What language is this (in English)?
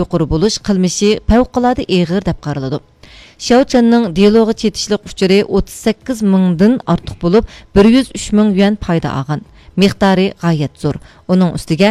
Uyghur